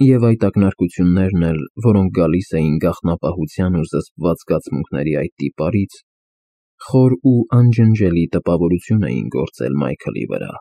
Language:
Armenian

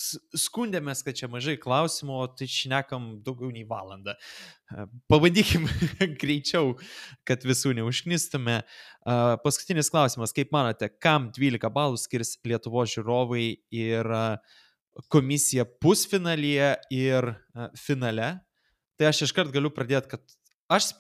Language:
Lithuanian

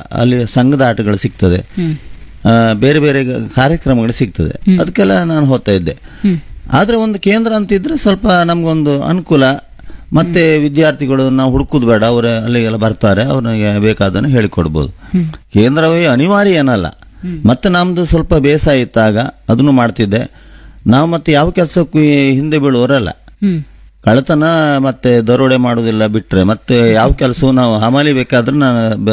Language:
Kannada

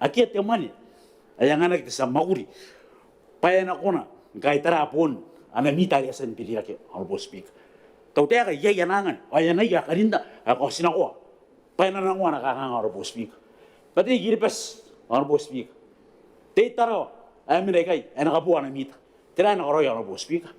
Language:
Gilbertese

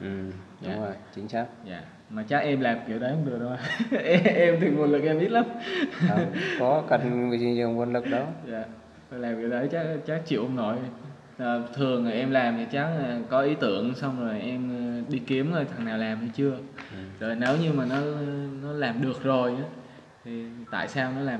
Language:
Vietnamese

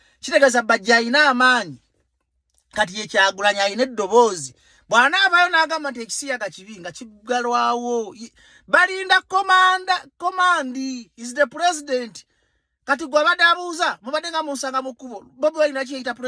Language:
Ganda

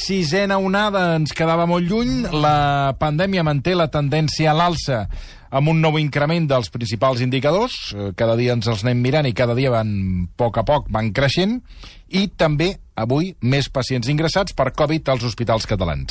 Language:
Catalan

